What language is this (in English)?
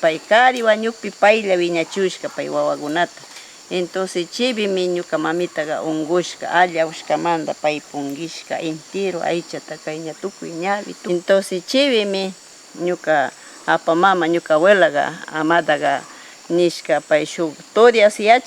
Northern Pastaza Quichua